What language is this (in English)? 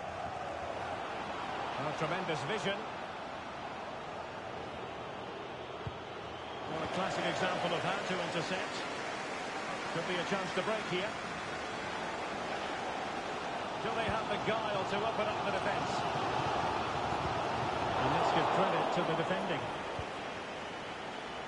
English